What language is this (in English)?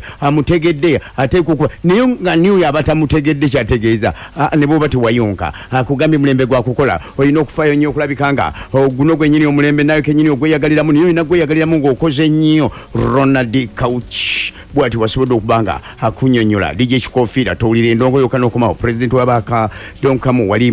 Ganda